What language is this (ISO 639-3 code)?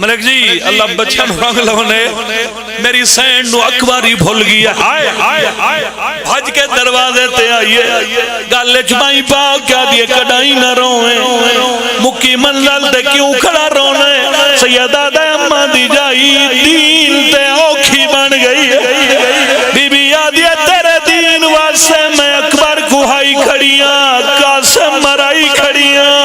phr